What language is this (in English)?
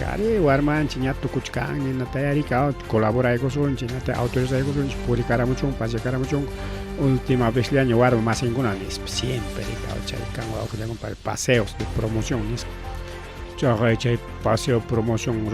Ayacucho Quechua